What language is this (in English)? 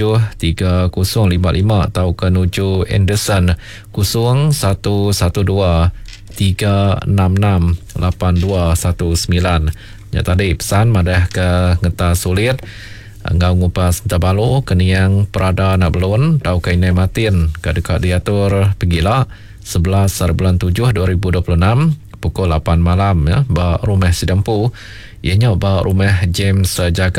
Iban